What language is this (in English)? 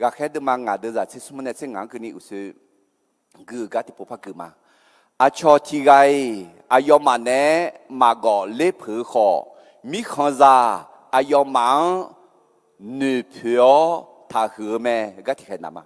Akha